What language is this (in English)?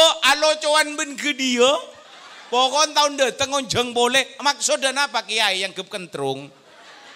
Madurese